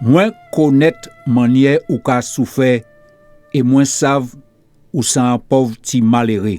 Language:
Guadeloupean Creole French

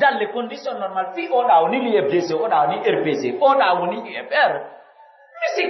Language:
Pular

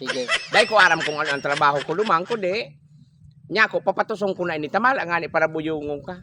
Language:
Bikol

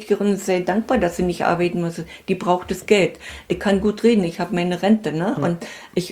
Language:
German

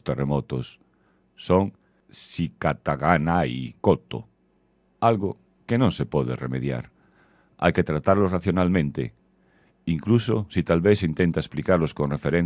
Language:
Galician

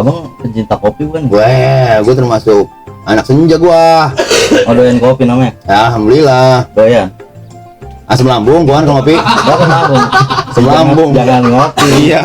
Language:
Betawi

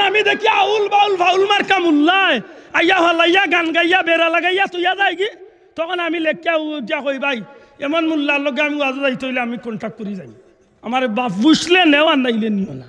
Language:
Sylheti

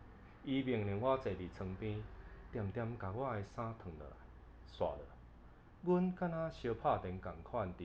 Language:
Min Nan Chinese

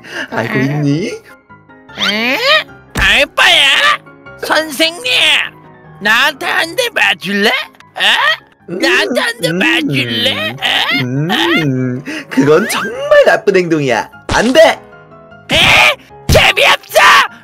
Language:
Korean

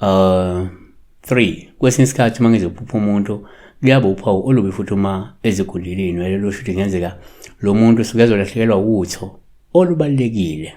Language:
Zulu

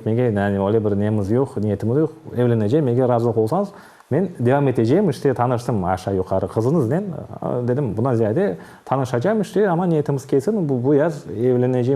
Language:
Crimean Tatar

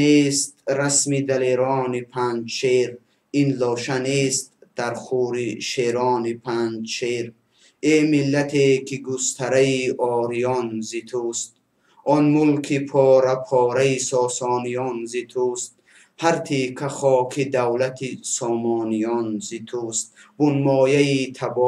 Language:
Tajik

